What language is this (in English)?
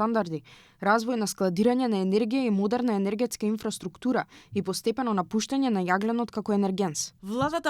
Macedonian